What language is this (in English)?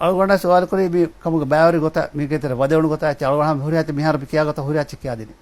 Divehi